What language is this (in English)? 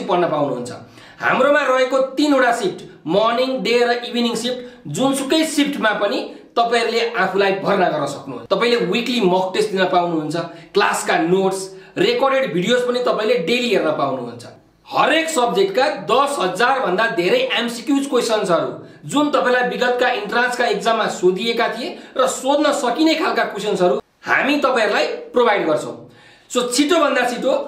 Nepali